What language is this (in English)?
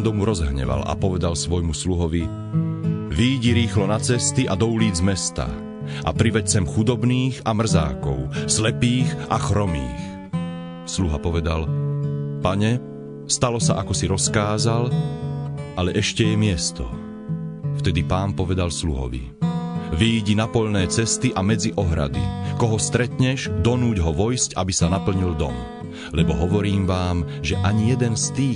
Slovak